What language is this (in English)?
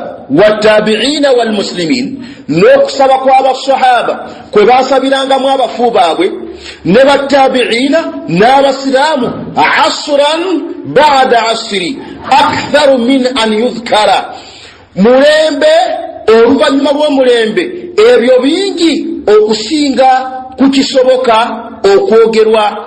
Ganda